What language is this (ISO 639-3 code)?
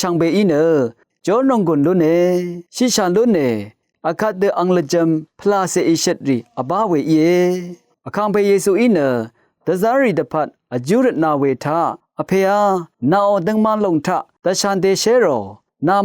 raw